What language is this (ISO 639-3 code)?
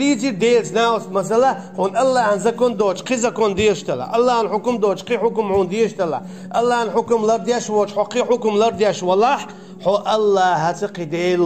che